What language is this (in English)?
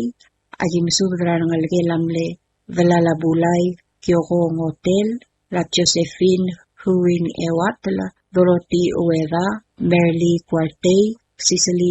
Palauan